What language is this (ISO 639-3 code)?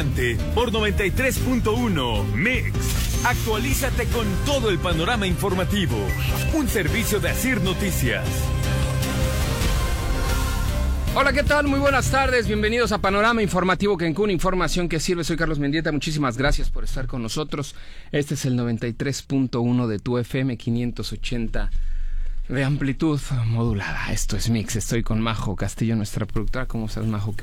spa